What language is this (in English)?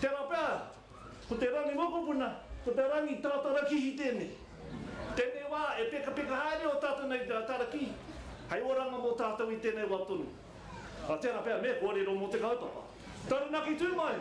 Māori